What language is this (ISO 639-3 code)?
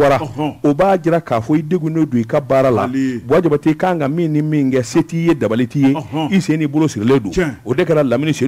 bam